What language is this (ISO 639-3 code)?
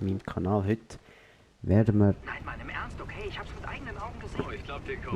gsw